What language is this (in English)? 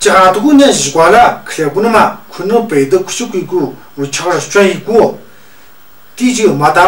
Tu